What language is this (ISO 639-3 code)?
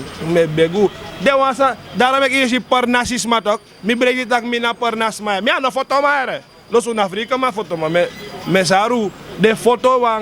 srn